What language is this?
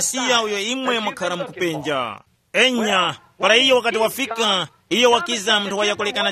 Tumbuka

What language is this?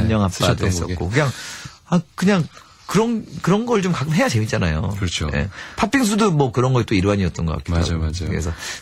Korean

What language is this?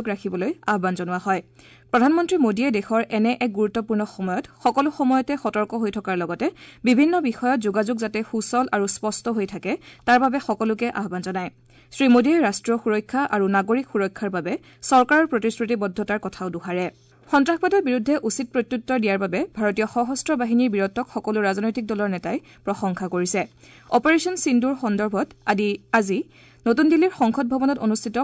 Assamese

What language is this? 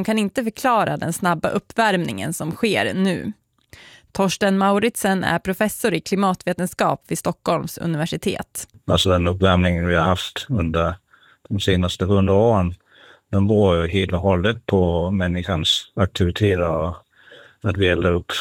Swedish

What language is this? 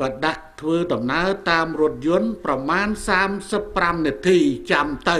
Khmer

